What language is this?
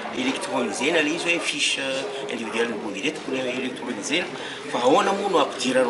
Malagasy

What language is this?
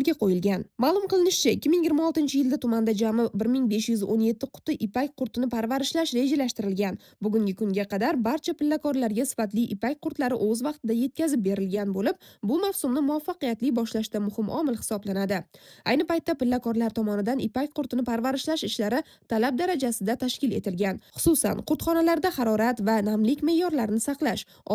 Uzbek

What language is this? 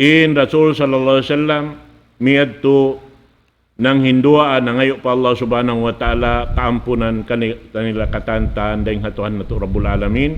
Tausug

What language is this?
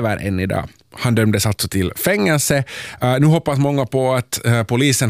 Swedish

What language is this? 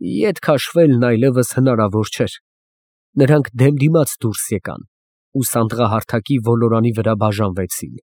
Armenian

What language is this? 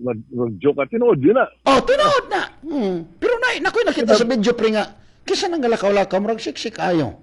Cebuano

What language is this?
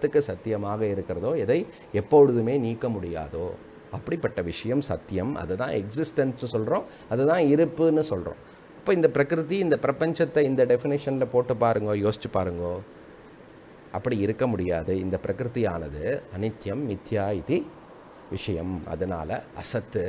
Tamil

